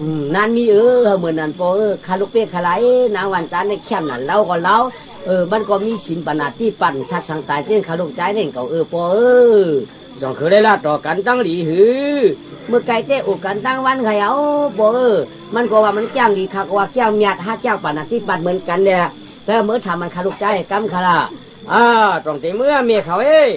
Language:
Shan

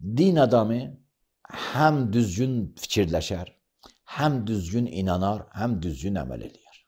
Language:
Azerbaijani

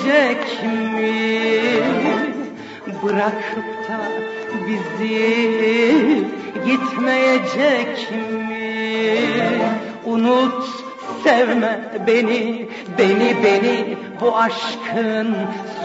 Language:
Turkish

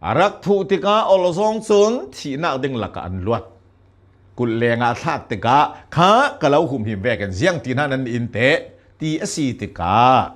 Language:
Hakha Chin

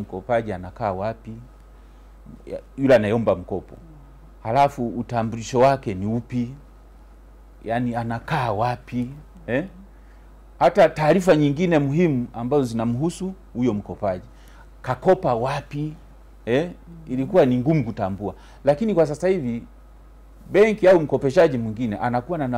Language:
Swahili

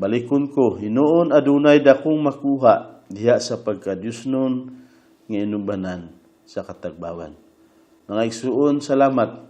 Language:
Cebuano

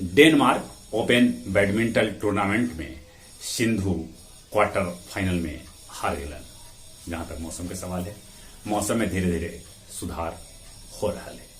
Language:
Magahi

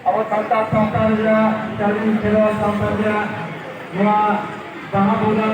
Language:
Santali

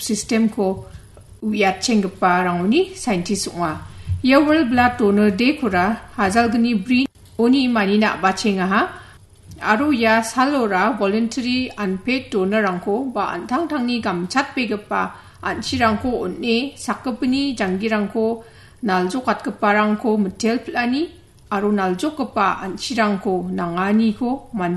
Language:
Garo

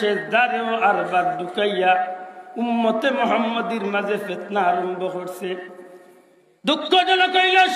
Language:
Sylheti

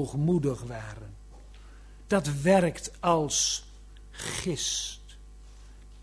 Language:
Dutch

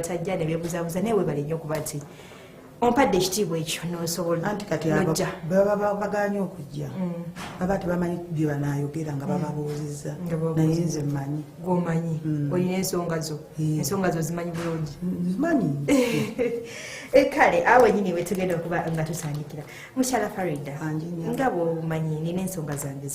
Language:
Ganda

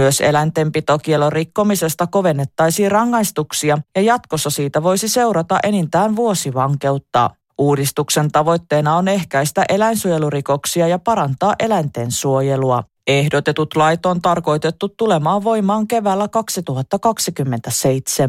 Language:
Finnish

